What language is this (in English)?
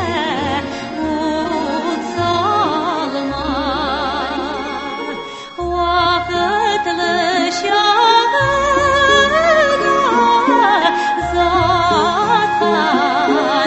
Tatar